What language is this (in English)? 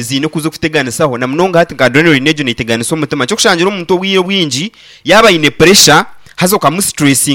Nyankole